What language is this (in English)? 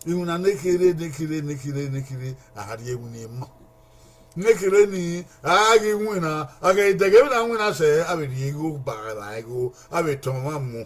Bini